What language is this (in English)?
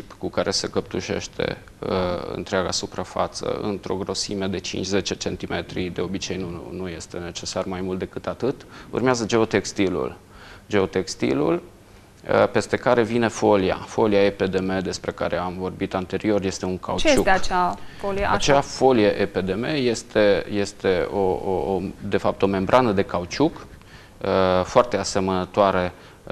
Romanian